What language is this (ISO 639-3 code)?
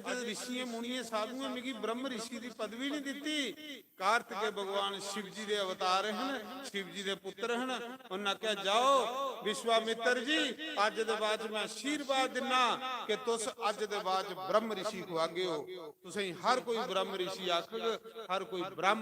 doi